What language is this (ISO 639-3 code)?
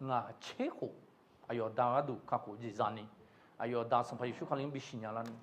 ahk